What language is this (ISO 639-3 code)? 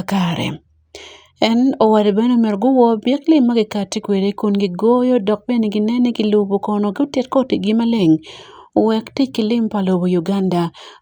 ach